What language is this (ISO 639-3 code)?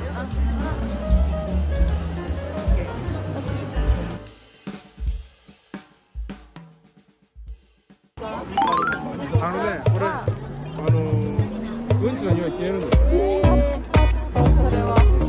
jpn